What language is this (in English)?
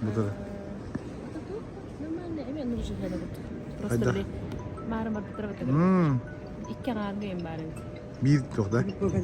Yakut